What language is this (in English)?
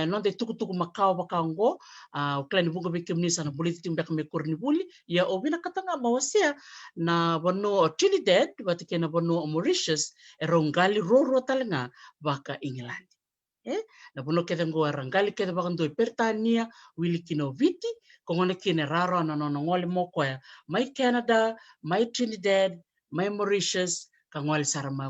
Fijian